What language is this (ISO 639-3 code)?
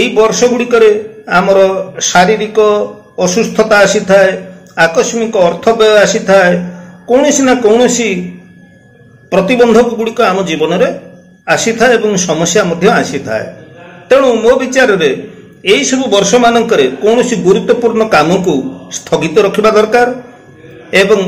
ori